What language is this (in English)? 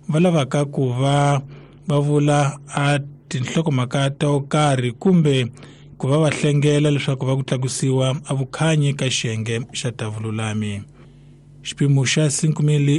Tsonga